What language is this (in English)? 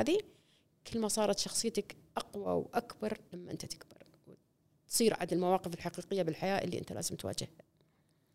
Gulf Arabic